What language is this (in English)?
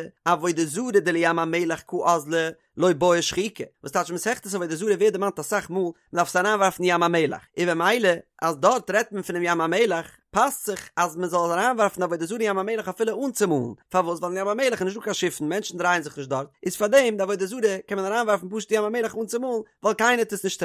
Yiddish